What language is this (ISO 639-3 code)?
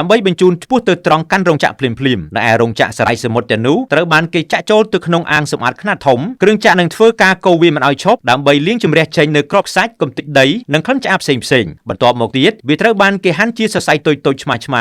khm